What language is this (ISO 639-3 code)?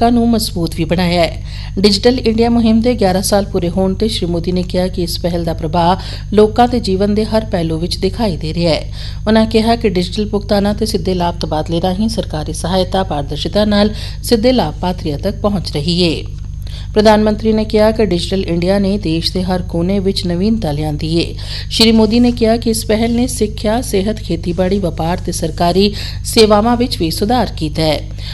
pan